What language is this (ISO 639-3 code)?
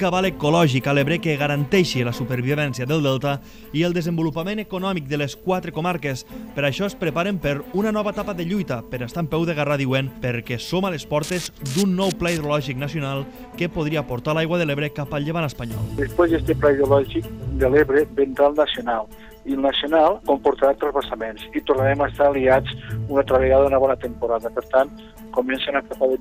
cat